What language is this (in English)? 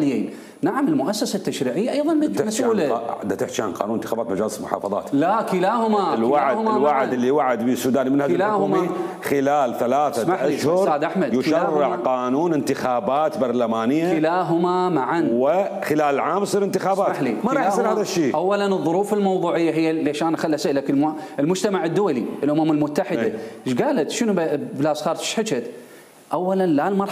Mesopotamian Arabic